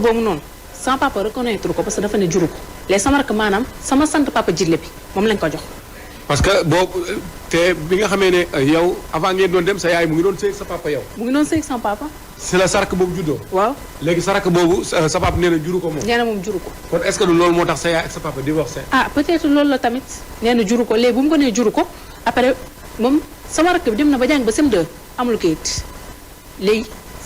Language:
Wolof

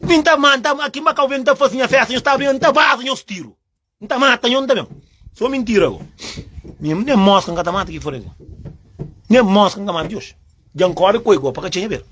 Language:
Kabuverdianu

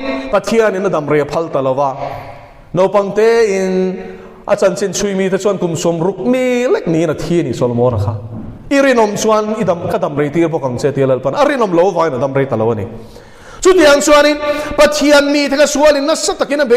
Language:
Mizo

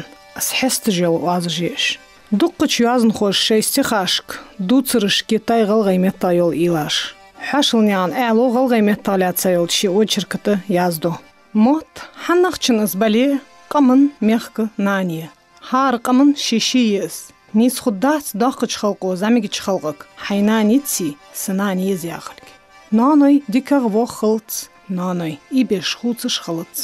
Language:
Ingush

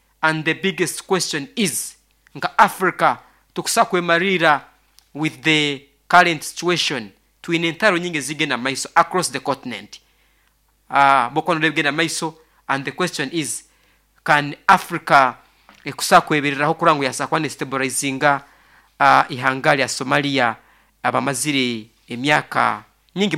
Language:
Nyoro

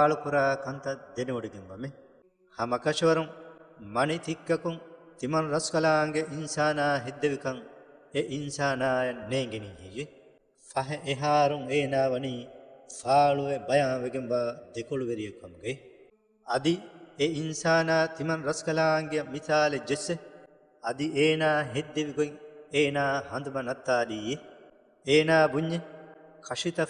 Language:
Divehi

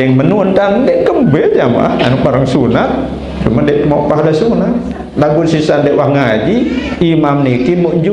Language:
Sasak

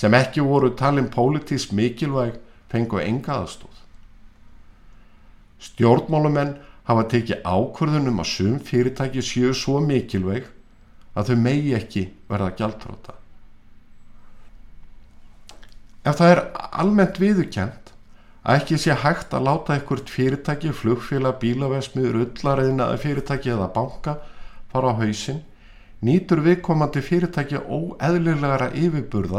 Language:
Icelandic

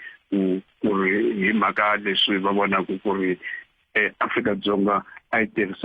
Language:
Tsonga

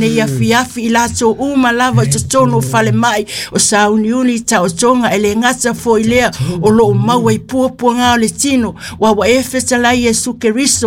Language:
Samoan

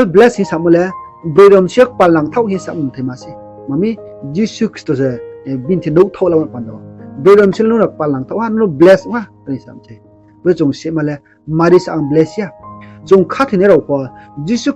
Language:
Riang (India)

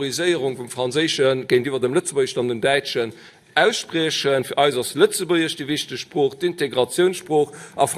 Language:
Luxembourgish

